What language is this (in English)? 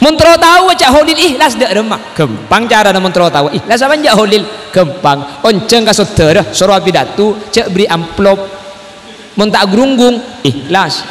Madurese